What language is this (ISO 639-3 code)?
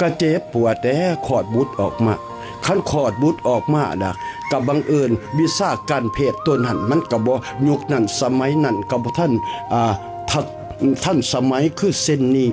lao